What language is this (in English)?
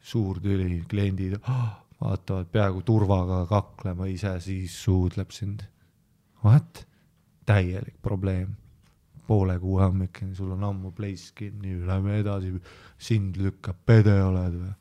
Estonian